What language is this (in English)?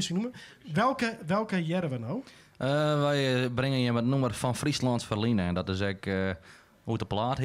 Western Frisian